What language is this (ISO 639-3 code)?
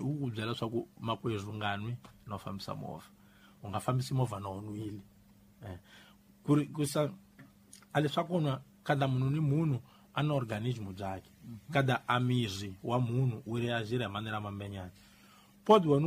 tso